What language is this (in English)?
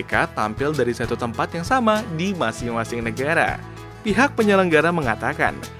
Indonesian